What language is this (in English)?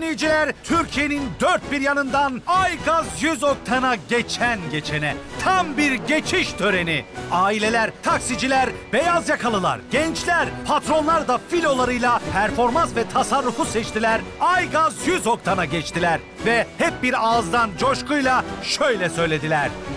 Turkish